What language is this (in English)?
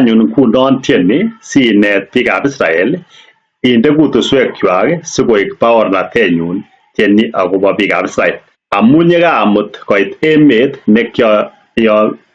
Kalenjin